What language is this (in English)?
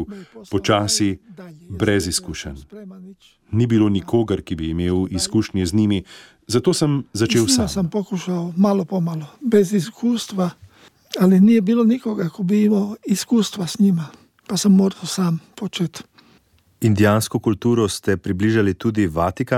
Slovenian